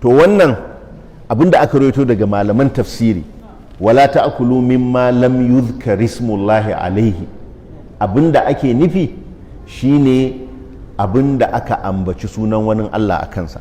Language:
Hausa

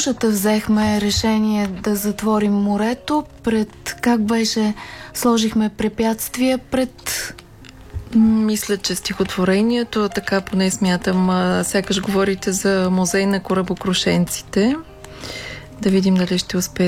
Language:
Bulgarian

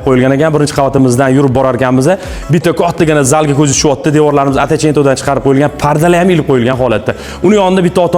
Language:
Uzbek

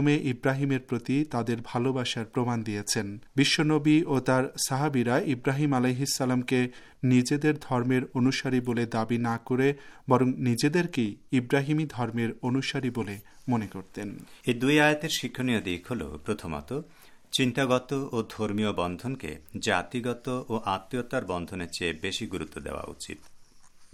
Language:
Bangla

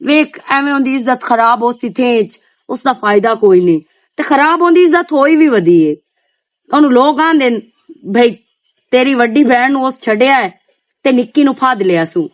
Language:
Western Panjabi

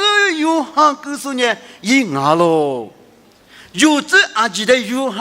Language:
Lisu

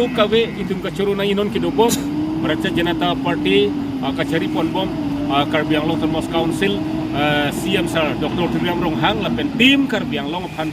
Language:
Karbi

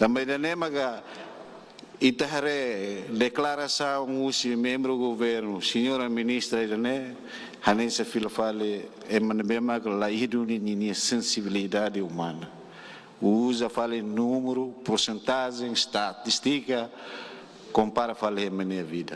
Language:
Tetum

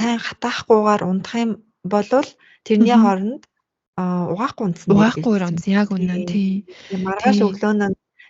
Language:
Mongolian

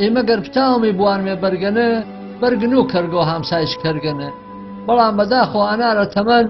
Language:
Gurani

